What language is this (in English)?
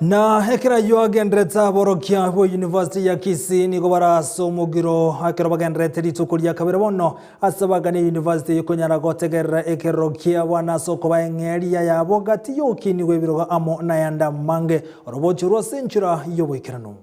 Gusii